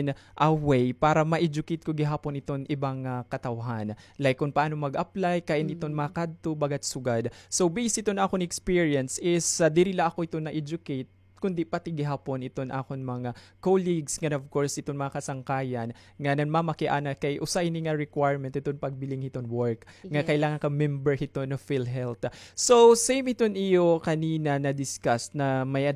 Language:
Waray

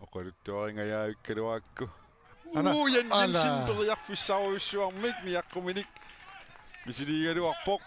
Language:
Kalaallisut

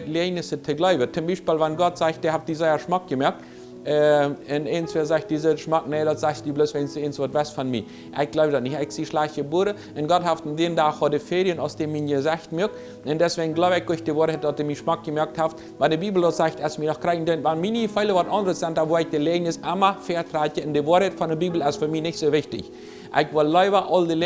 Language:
Plautdietsch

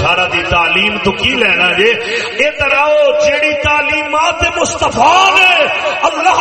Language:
Saraiki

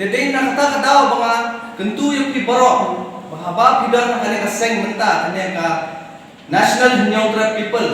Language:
Khasi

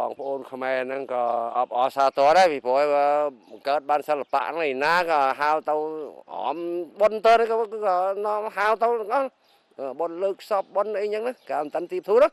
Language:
Khmer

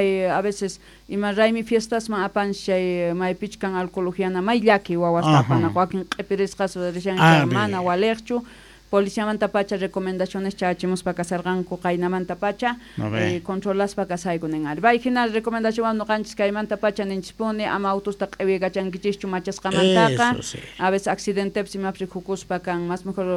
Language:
South Bolivian Quechua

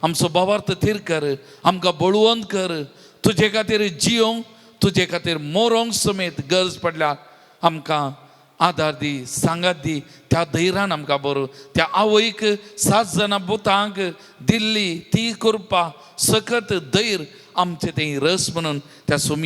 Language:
Konkani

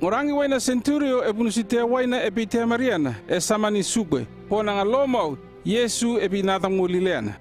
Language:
North Efate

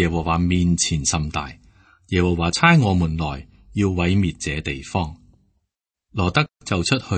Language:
Cantonese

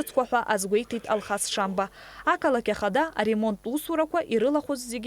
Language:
Abkhazian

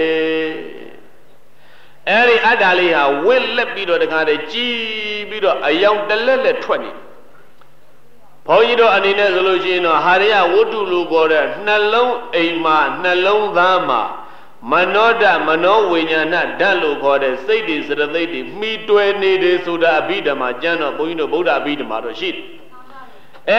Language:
Burmese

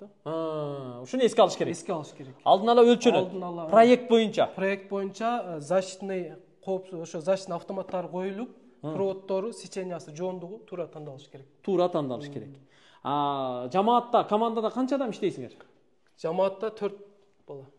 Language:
Kyrgyz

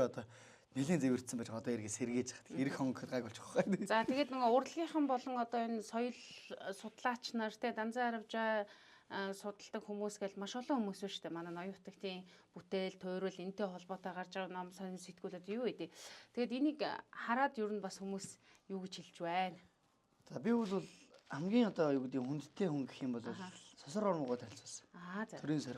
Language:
Mongolian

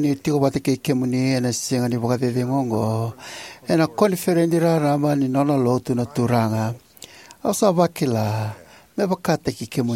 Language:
Fijian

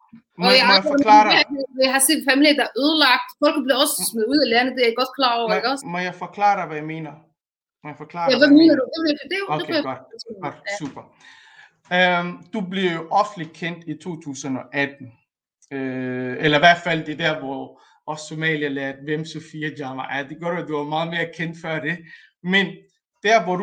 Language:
Danish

